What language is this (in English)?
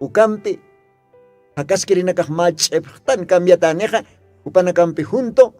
Aymara